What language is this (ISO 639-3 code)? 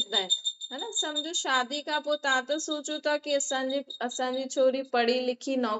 snd